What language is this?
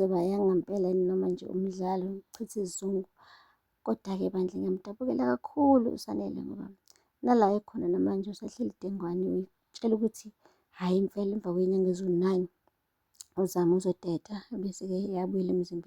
Zulu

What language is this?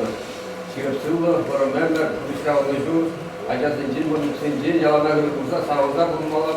Chuvash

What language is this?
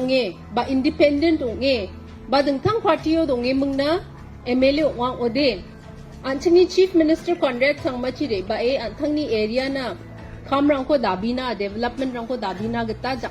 Garo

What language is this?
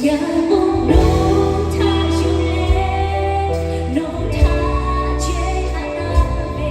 Lahu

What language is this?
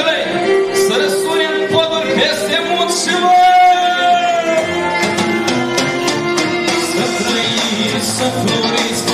Romanian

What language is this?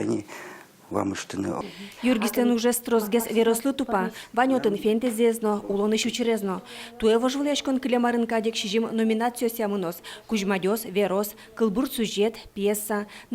Udmurt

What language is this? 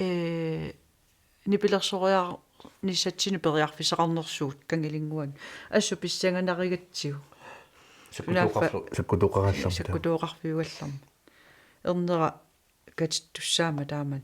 Kalaallisut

